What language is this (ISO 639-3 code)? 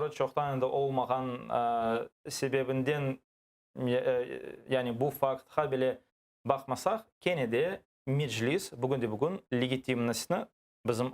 crh